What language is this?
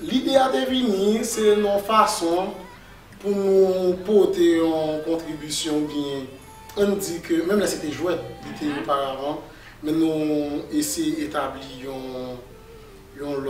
Haitian Creole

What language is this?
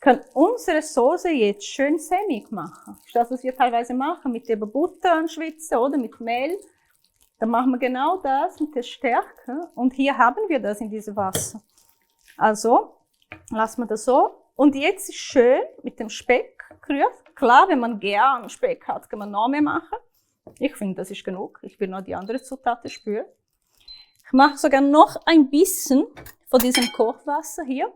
Swiss German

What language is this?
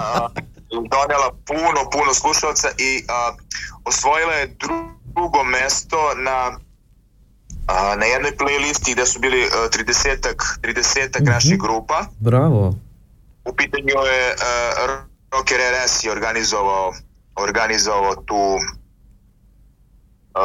Serbian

